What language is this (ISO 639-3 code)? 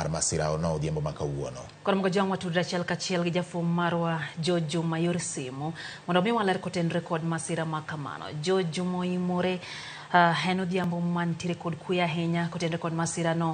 luo